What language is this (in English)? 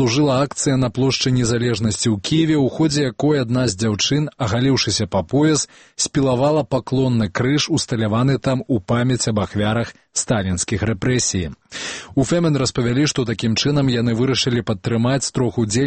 Belarusian